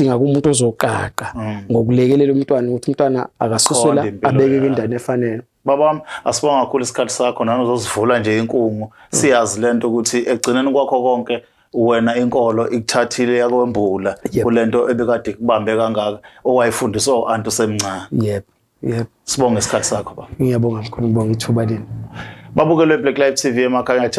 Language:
Zulu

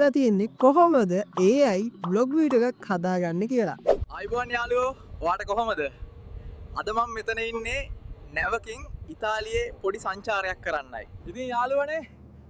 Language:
Sinhala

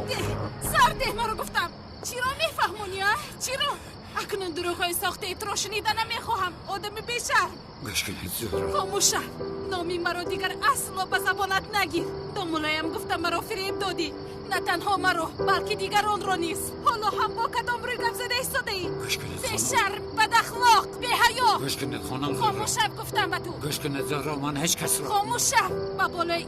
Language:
Tajik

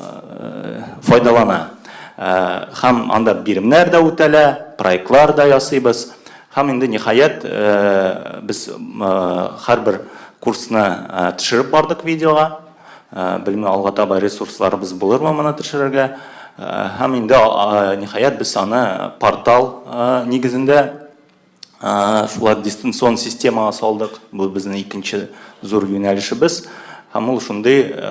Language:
Tatar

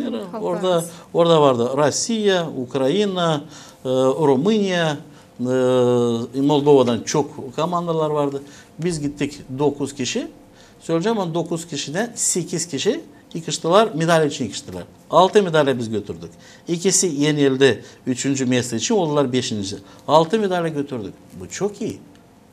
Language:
Gagauz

